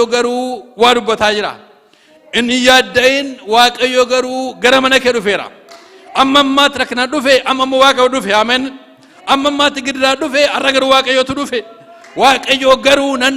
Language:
Oromo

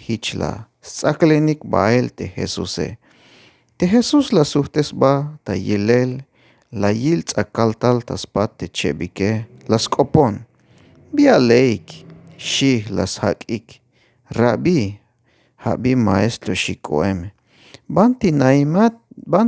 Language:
Tzeltal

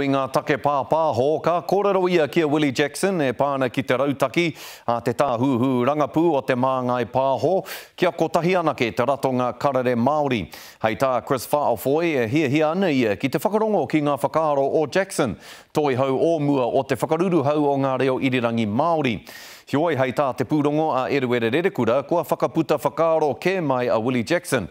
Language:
Māori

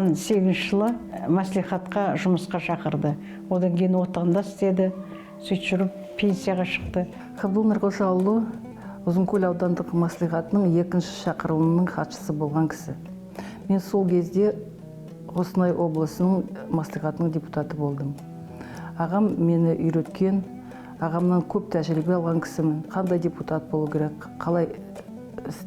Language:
Kazakh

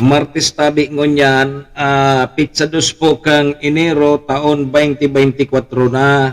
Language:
Bikol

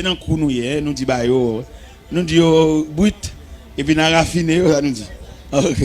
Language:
Haitian Creole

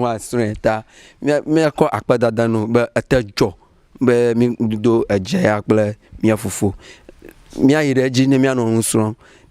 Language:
Ewe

